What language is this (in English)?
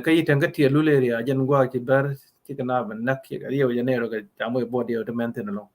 Nuer